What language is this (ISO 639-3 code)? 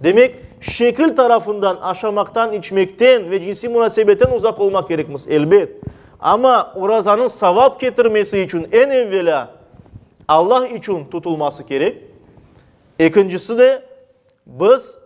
crh